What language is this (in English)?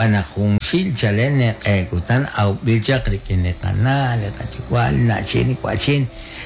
Kekchí